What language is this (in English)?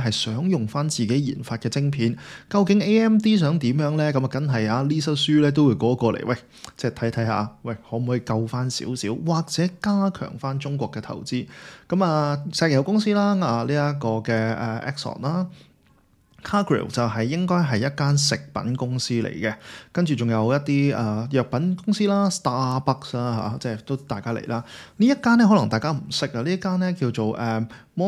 Cantonese